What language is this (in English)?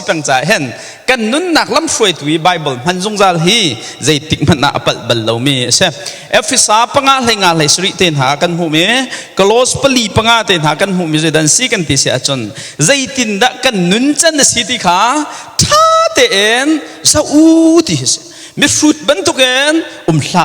Hakha Chin